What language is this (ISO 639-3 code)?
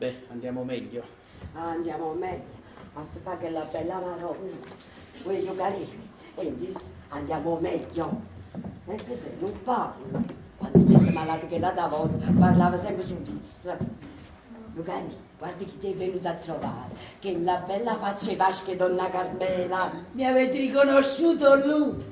nap